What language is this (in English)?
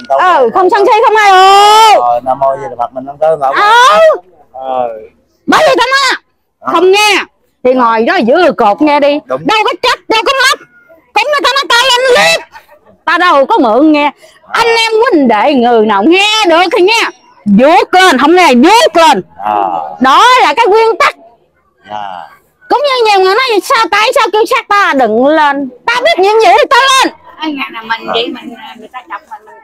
Vietnamese